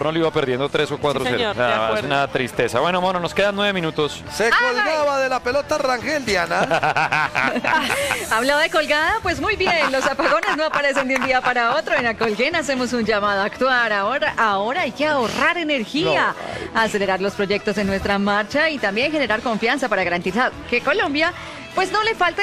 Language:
Spanish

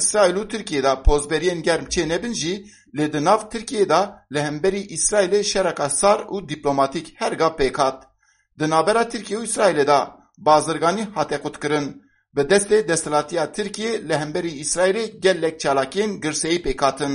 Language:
Kurdish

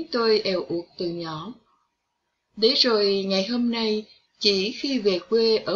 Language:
Vietnamese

